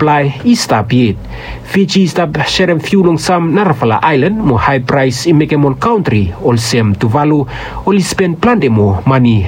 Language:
Bislama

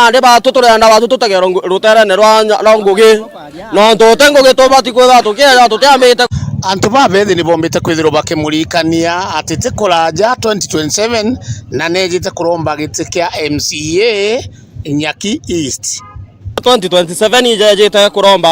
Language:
Meru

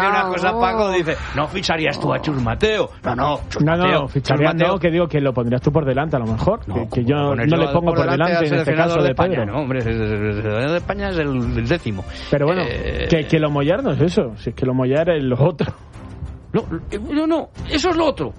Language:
Spanish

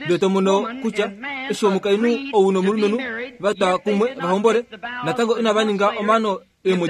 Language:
Kuanyama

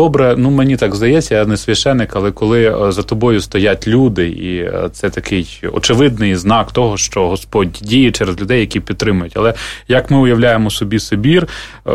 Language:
Ukrainian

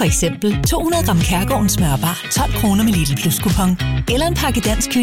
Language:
Danish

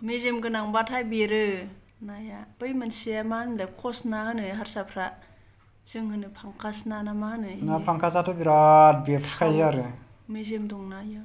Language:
Bodo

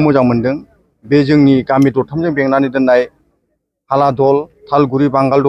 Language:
Bodo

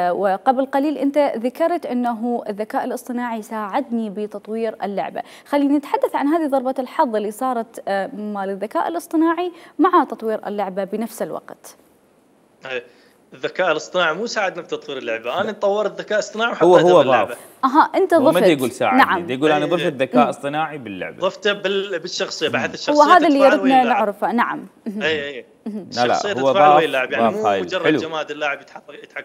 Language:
Mesopotamian Arabic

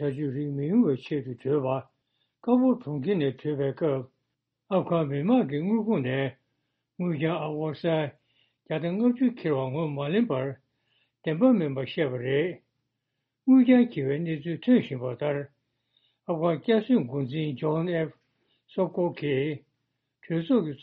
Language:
Tibetan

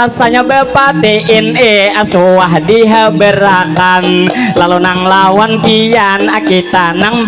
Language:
Banjar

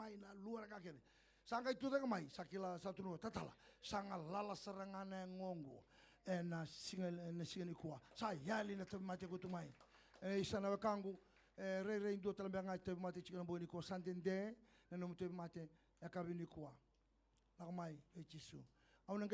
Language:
Fijian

